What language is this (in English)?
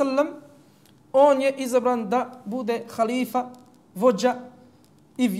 Bosnian